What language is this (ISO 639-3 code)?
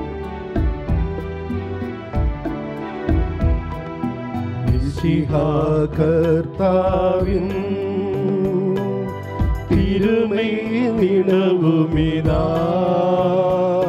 mal